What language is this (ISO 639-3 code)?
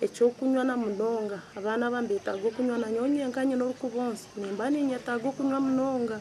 nyn